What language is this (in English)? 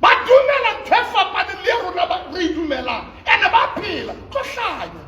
Southern Sotho